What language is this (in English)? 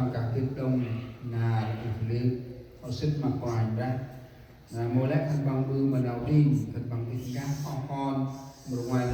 Central Mnong